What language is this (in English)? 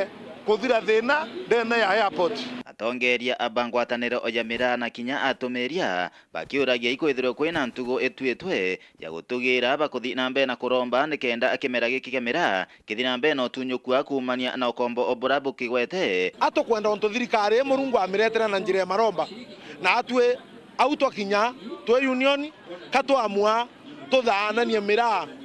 Meru